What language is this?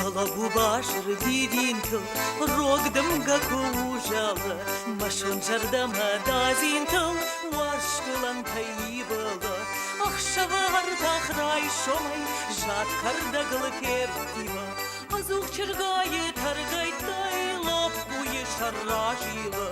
Ossetic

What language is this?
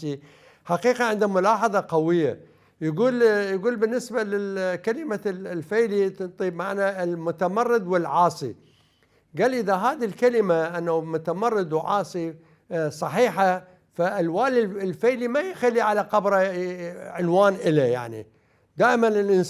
Mesopotamian Arabic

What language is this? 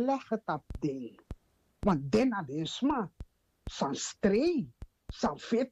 Sranan Tongo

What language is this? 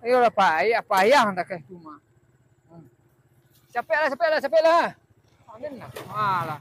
Minangkabau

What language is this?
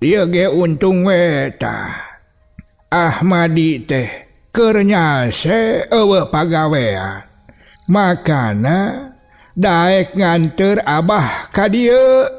Sundanese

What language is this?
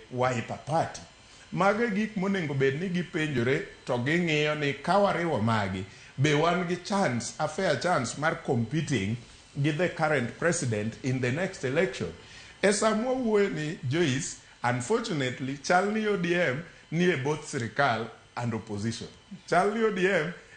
Luo (Kenya and Tanzania)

